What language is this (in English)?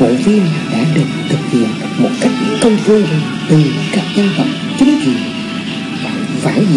Vietnamese